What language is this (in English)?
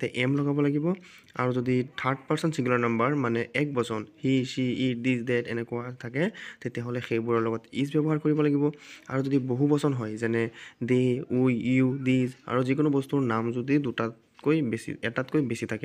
Assamese